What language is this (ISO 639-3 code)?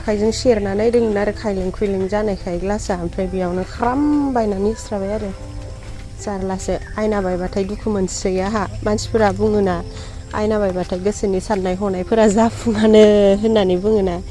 brx